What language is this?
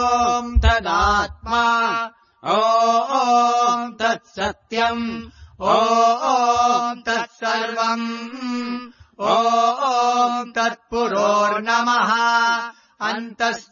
Sanskrit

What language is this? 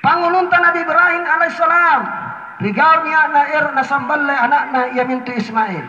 Makasar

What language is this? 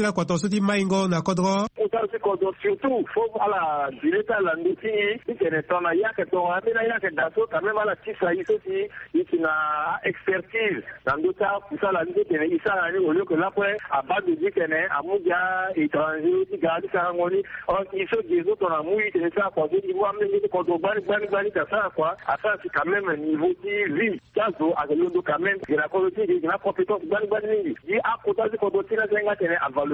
Sango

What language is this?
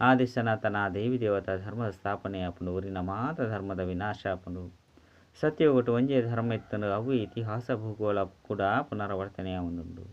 Tulu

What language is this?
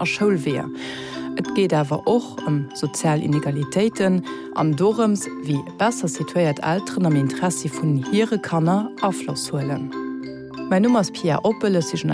Luxembourgish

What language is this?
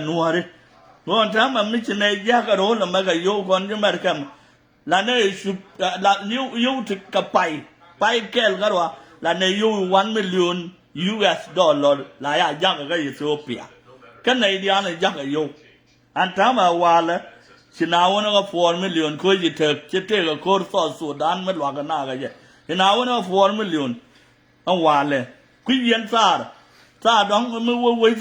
Nuer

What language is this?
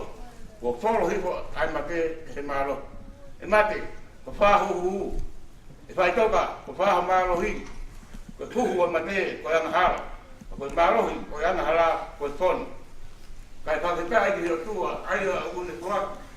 Tongan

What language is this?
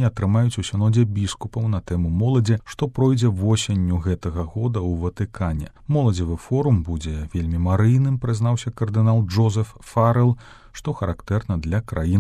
Belarusian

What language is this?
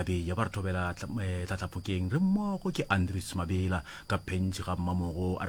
Northern Sotho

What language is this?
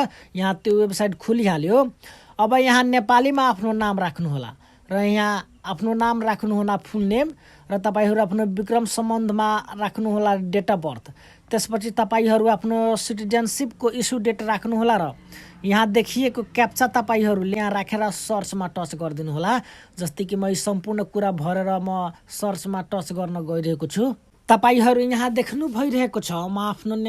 Nepali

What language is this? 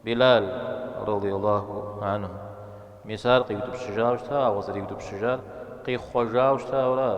Kabardian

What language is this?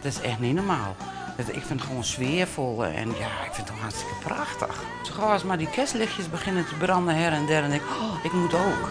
Western Frisian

